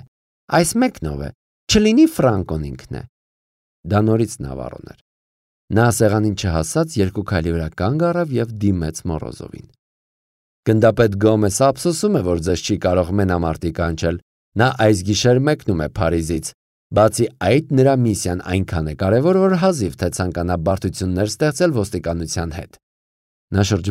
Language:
Armenian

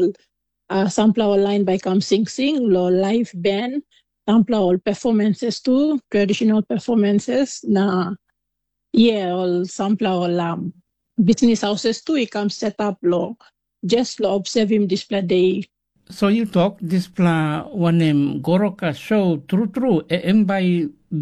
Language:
Tok Pisin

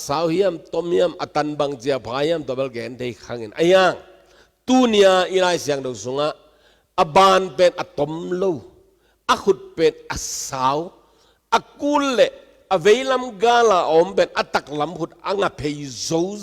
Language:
Tedim Chin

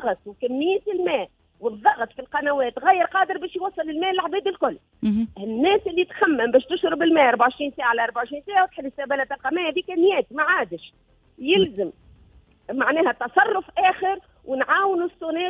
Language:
Tunisian Arabic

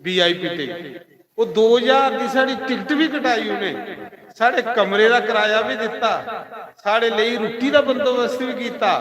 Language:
Dogri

